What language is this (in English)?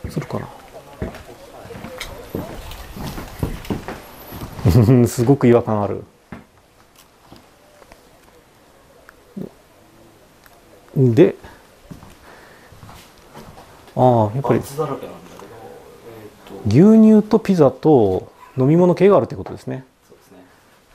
Japanese